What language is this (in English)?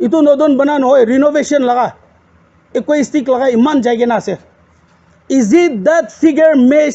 Naga Pidgin